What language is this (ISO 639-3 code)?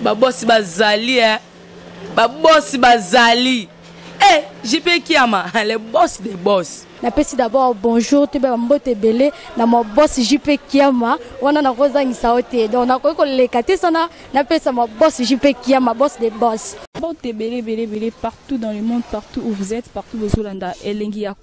lin